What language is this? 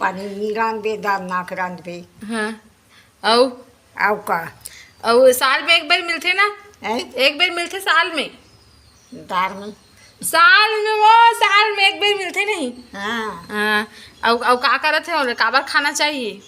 Chhattisgarhi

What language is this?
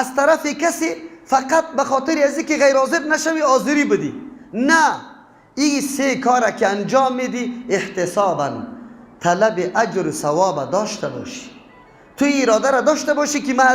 Persian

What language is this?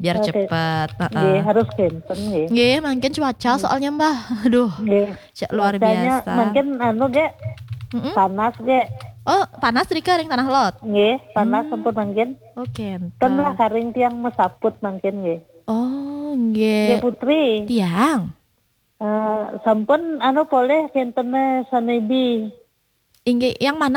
Balinese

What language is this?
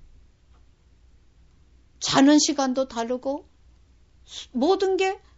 Korean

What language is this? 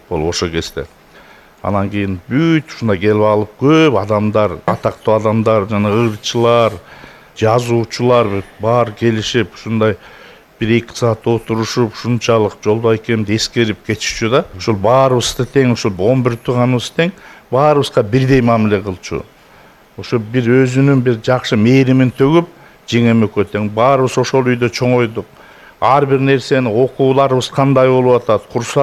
Kyrgyz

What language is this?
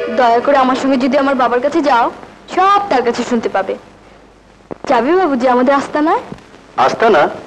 Bangla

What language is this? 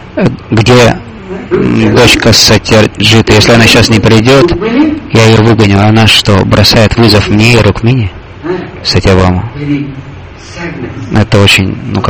Russian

